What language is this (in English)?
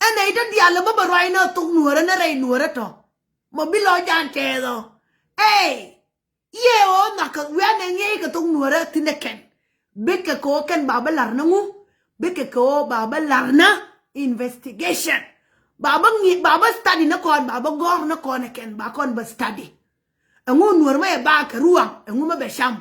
Nuer